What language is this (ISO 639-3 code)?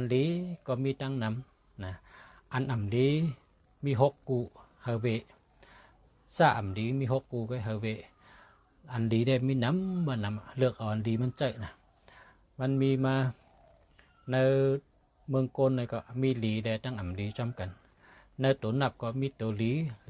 shn